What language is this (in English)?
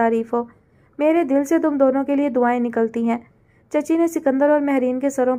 Urdu